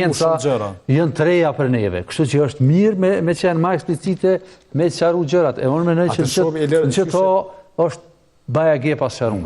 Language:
Albanian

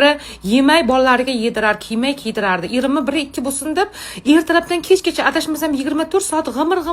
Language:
Uzbek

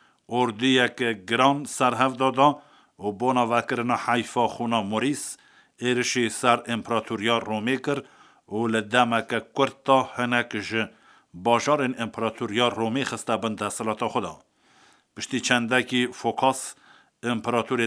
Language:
Kurdish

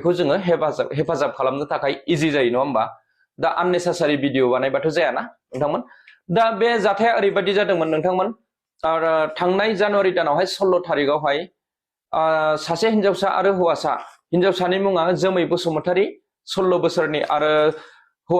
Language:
Bodo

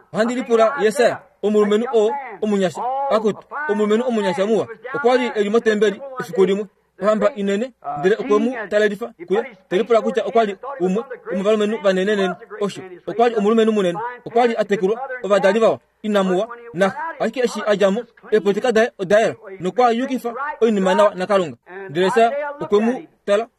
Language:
Kuanyama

